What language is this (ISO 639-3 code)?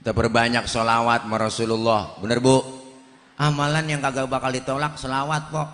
bew